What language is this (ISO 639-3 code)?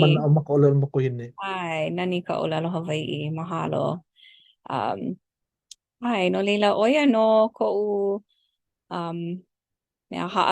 haw